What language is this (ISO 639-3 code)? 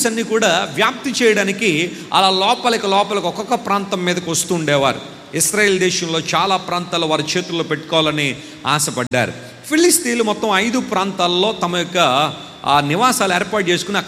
tel